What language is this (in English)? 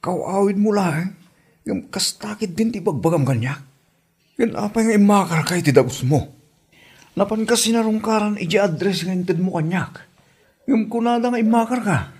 Iloko